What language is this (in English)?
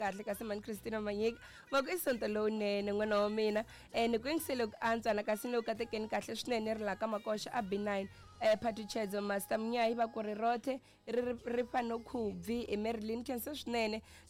Tsonga